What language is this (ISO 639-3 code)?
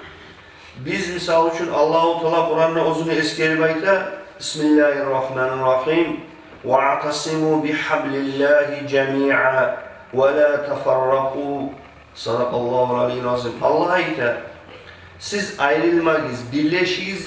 kum